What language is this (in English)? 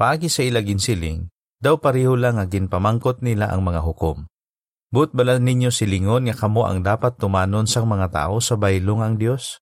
Hiligaynon